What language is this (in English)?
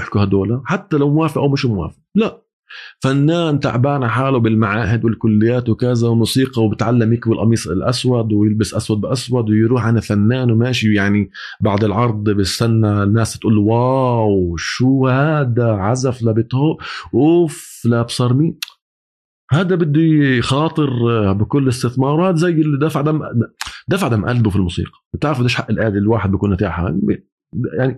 North Levantine Arabic